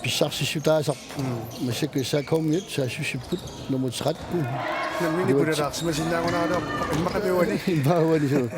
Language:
Kalaallisut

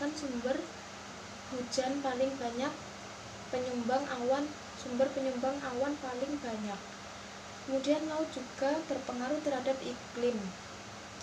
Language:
Indonesian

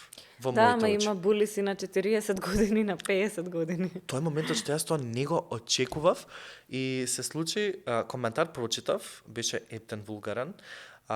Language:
Macedonian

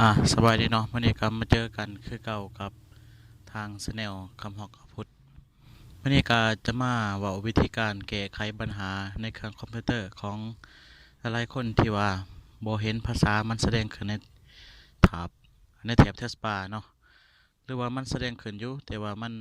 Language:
Lao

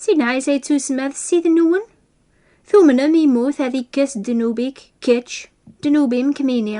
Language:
Kabyle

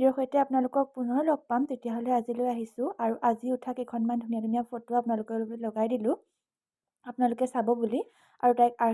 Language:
Assamese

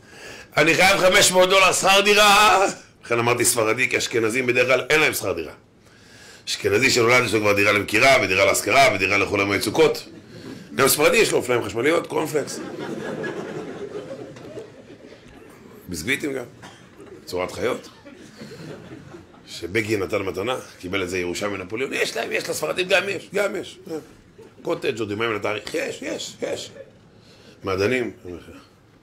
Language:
Hebrew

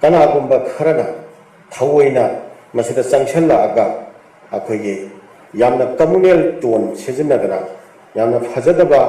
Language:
Manipuri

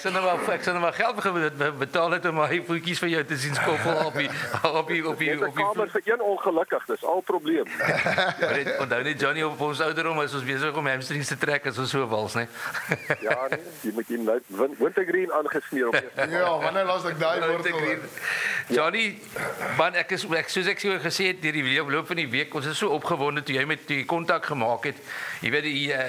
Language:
Afrikaans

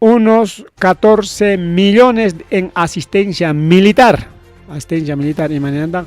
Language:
Ayacucho Quechua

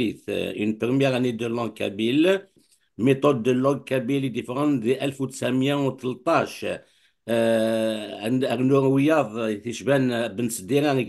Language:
Kabyle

